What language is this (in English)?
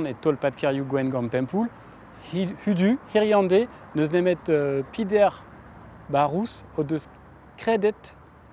Breton